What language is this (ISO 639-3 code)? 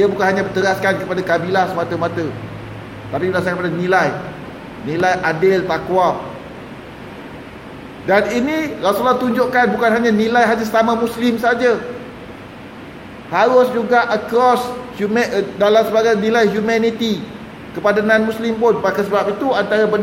msa